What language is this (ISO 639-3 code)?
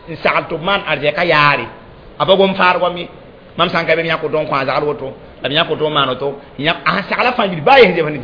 mos